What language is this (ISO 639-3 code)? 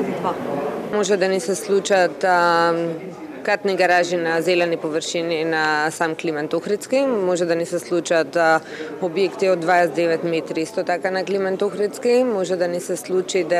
mkd